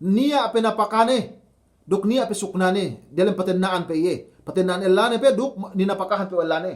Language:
Yakan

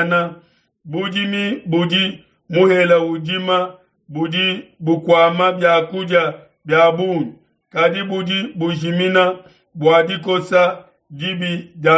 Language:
Luba-Lulua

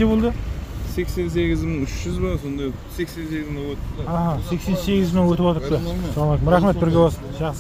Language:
Kazakh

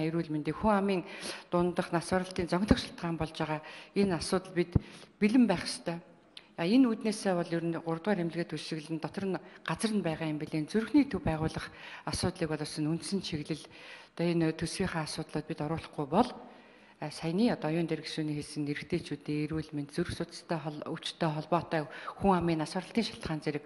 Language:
Mongolian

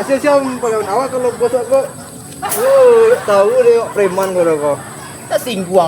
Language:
Minangkabau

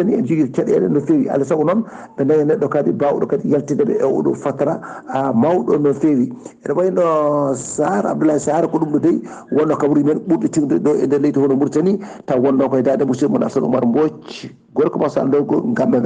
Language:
Fula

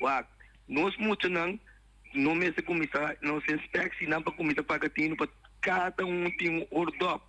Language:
Papiamento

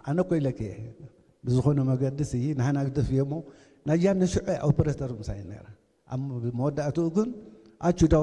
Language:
Tigrinya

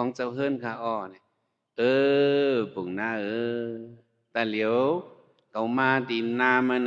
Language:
Shan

